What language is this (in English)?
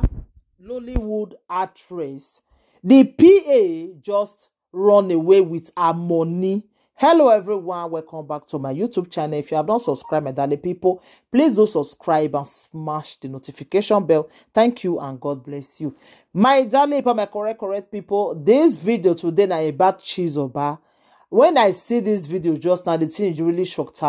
Nigerian Pidgin